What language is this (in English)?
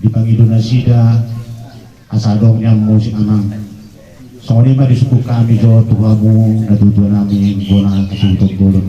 Batak Toba